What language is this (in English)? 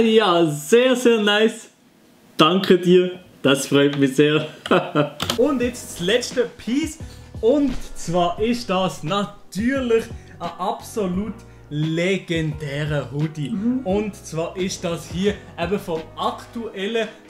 Swiss German